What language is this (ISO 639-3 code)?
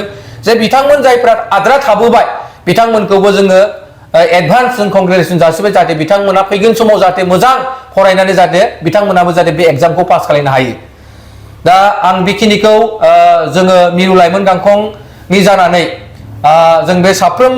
brx